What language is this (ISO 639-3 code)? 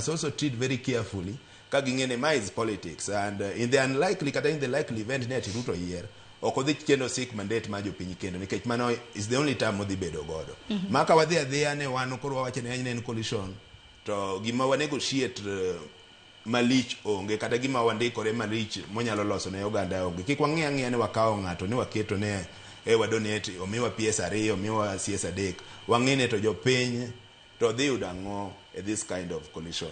luo